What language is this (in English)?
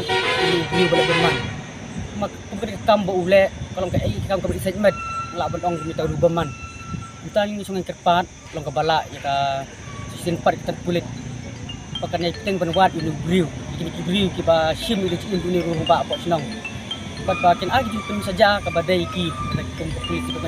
Khasi